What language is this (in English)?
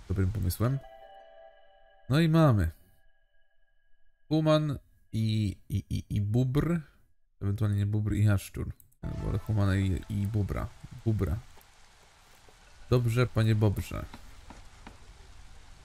Polish